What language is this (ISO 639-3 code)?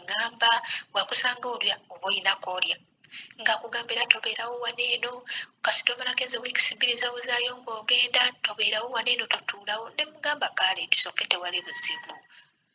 lug